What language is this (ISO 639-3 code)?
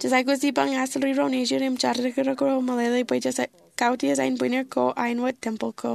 mah